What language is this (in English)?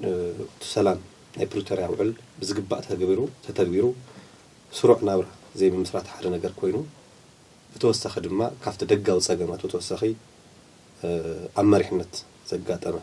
Tigrinya